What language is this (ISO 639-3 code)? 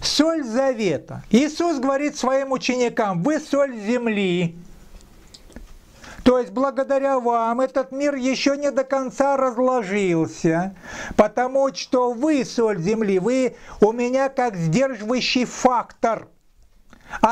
rus